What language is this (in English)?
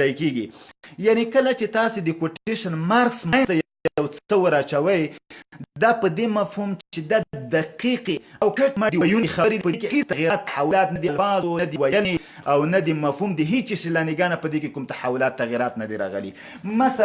Pashto